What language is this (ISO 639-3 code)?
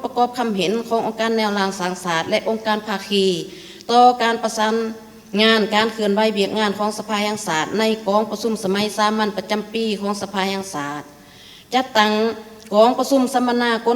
lao